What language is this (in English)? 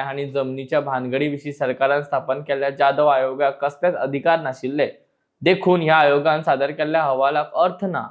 Konkani